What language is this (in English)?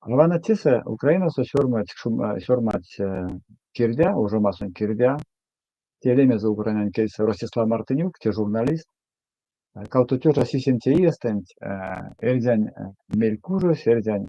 Erzya